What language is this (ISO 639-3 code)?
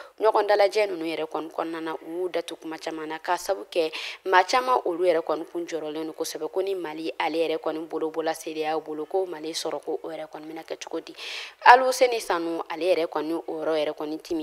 bam